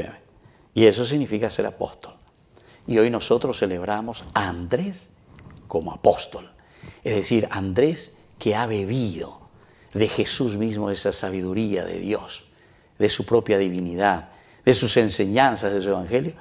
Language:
Spanish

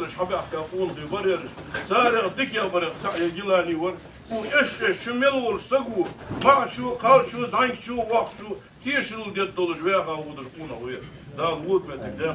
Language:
Ingush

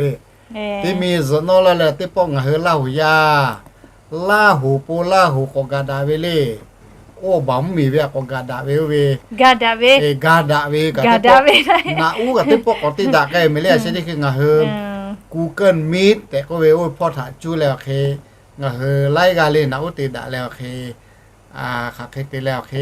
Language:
Lahu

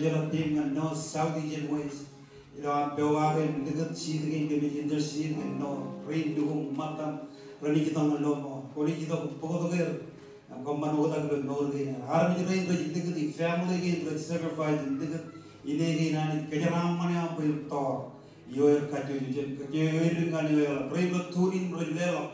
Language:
Marshallese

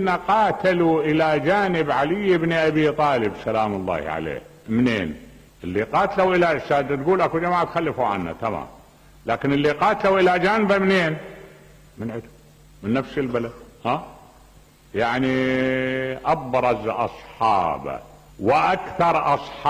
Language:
Mesopotamian Arabic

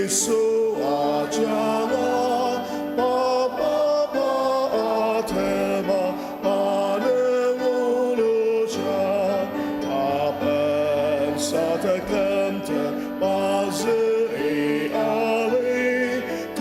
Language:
Ao Naga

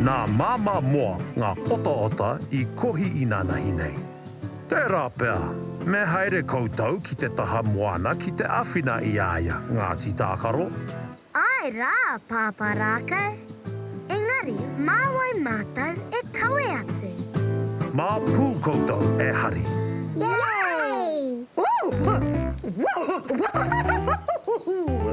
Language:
Māori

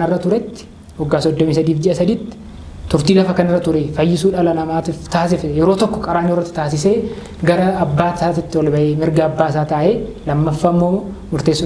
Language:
Oromo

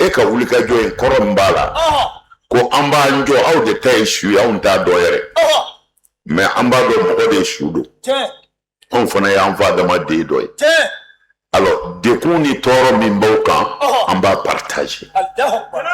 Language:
Bambara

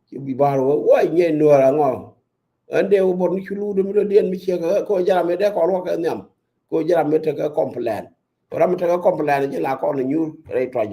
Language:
Nuer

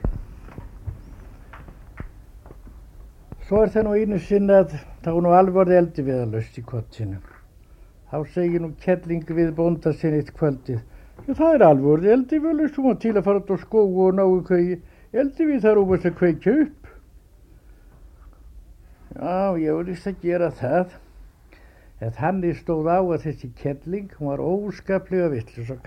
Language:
Icelandic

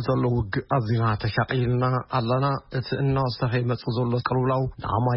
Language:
Tigrinya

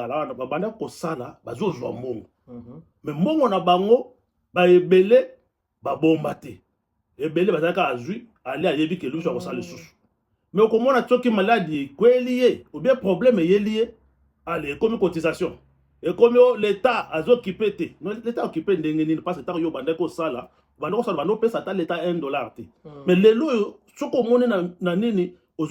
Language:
Lingala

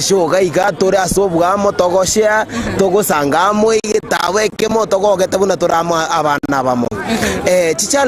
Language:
Gusii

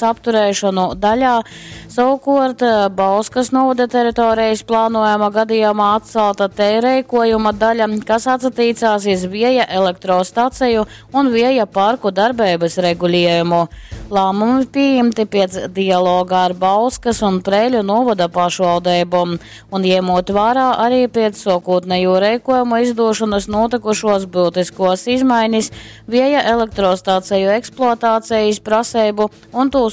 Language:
Latgalian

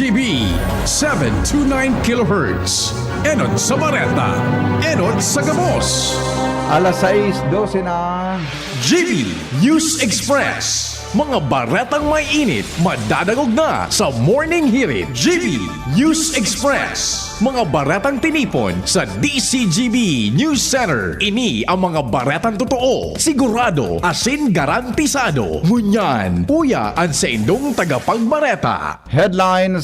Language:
Bikol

